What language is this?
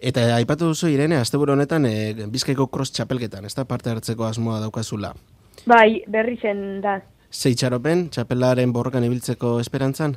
Basque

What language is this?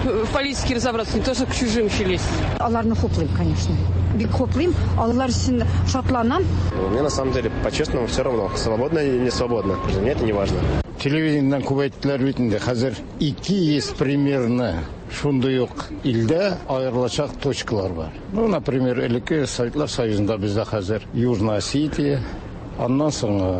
Tatar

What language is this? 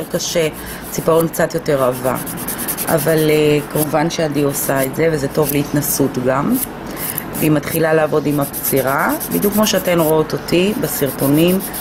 Hebrew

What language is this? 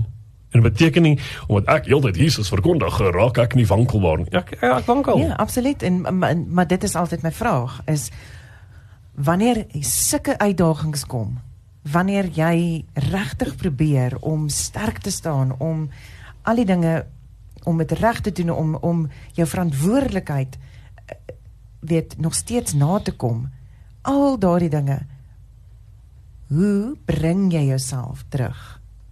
Afrikaans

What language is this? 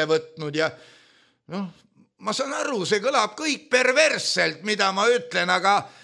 Estonian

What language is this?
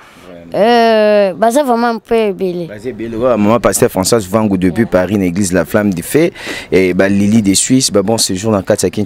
Lingala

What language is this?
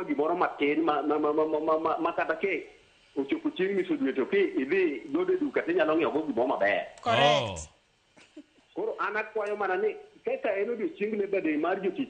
Luo (Kenya and Tanzania)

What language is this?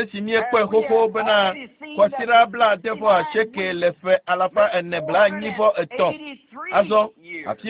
Ewe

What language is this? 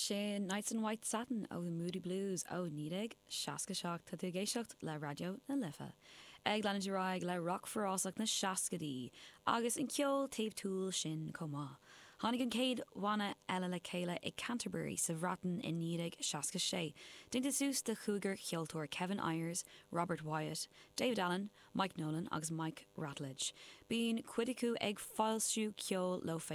Irish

